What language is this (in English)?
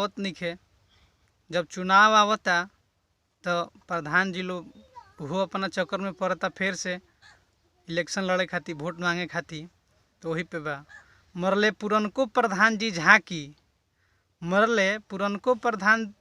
Bhojpuri